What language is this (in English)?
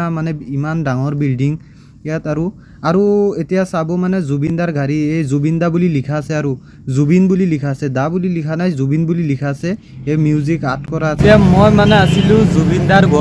Assamese